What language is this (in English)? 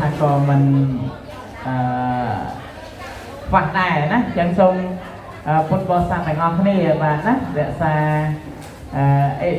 Khmer